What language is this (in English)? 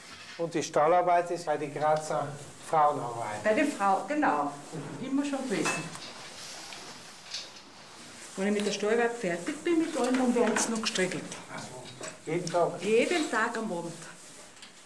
German